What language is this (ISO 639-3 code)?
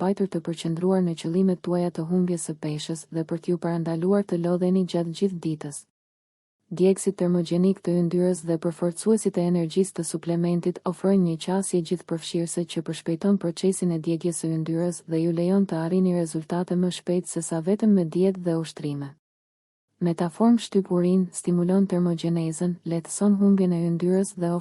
sqi